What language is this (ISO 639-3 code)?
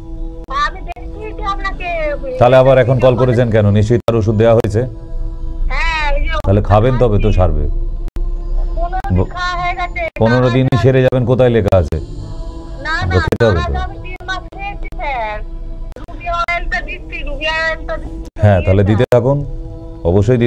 ben